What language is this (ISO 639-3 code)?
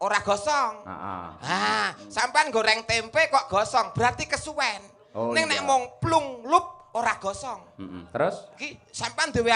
jav